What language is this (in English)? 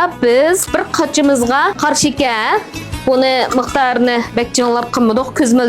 Uyghur